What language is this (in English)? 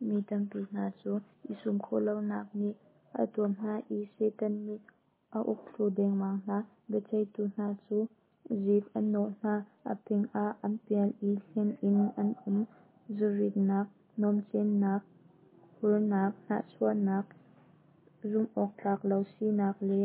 Hakha Chin